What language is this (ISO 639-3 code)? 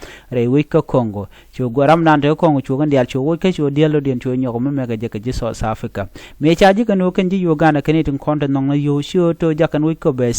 nus